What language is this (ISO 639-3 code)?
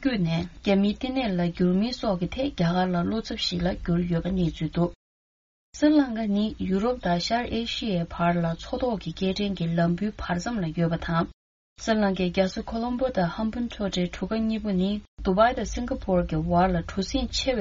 bod